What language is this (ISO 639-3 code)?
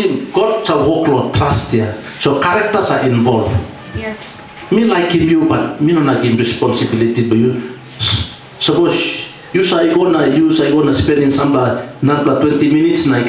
tpi